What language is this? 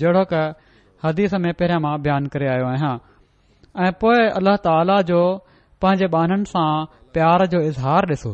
Sindhi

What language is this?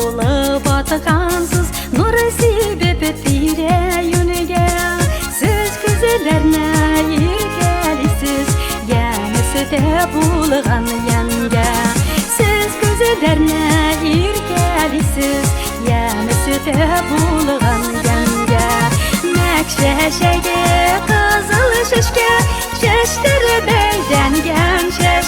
Tatar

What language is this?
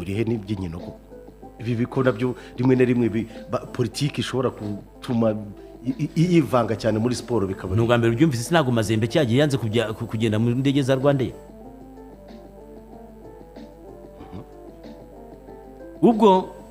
Kinyarwanda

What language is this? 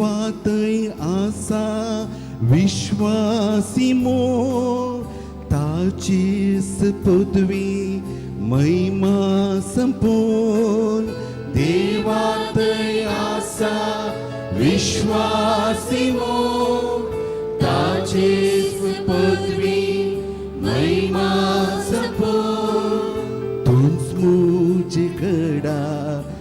Konkani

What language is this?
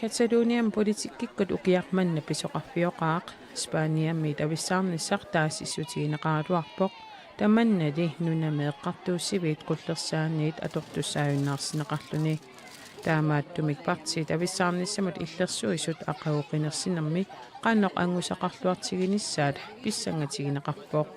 Kalaallisut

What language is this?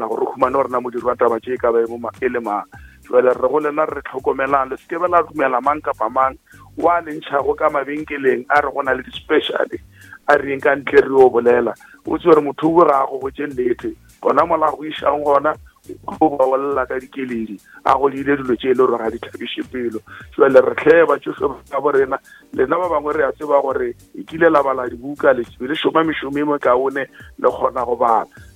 Northern Sotho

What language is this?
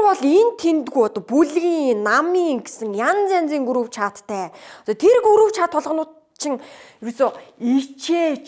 Mongolian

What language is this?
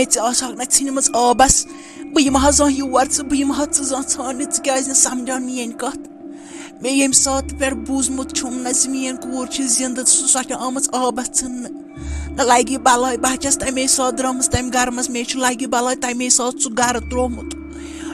Kashmiri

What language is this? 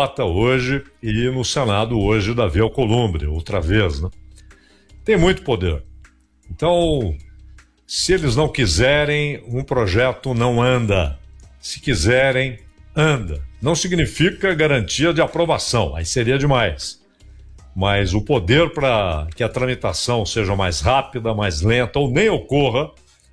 Portuguese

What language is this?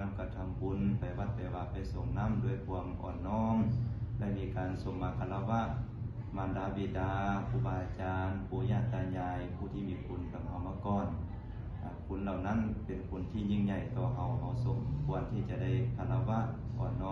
Lao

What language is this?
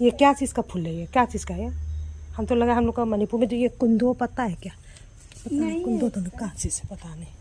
Manipuri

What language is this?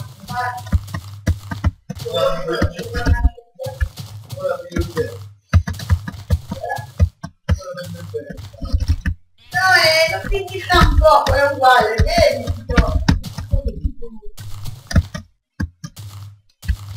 Italian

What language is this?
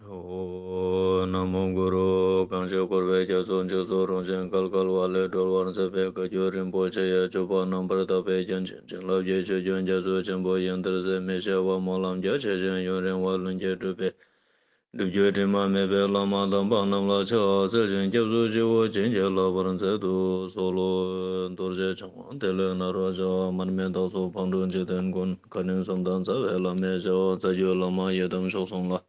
Ladakhi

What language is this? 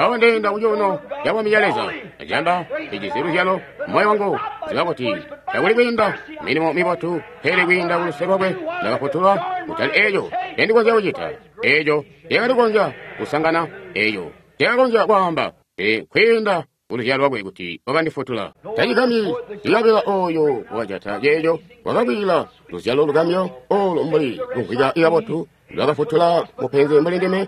Tonga (Zambia)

